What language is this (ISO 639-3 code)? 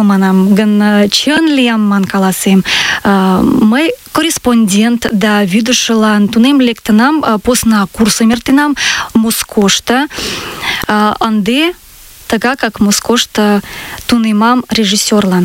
chm